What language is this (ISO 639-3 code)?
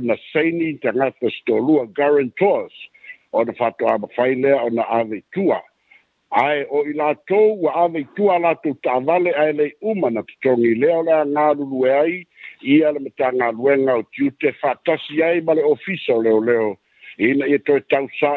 smo